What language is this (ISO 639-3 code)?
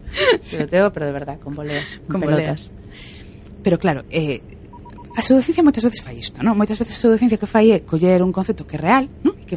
glg